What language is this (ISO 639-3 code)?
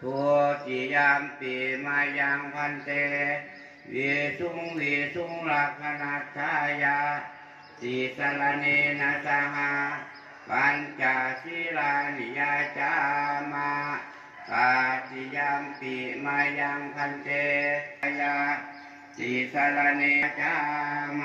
pli